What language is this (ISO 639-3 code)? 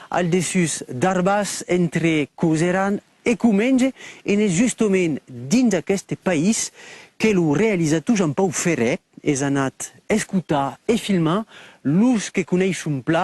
oci